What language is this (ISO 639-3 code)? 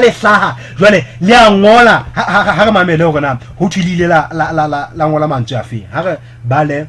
sot